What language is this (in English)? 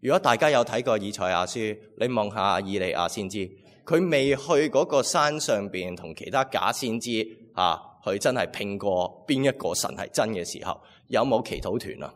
Cantonese